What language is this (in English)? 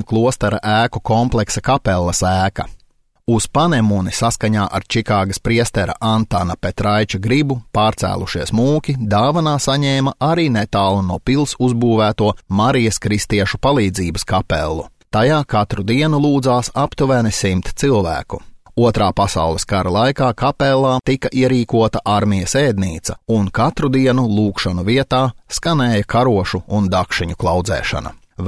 Latvian